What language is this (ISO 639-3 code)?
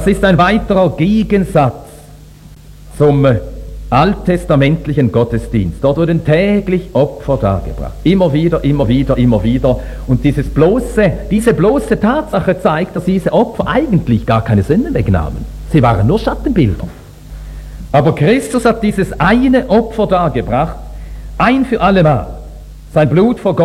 deu